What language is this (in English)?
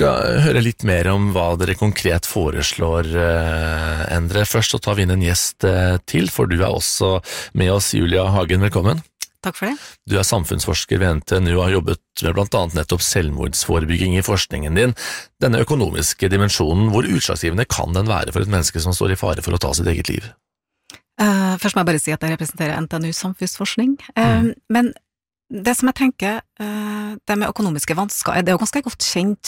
Norwegian